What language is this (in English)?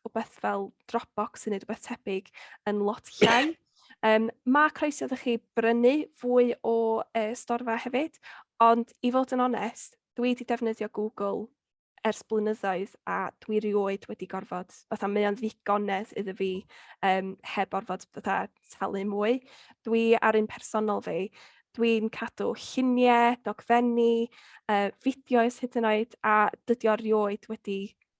Welsh